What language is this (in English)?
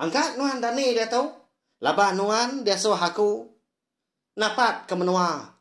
Iban